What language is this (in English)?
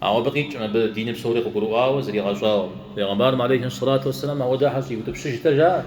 Kabardian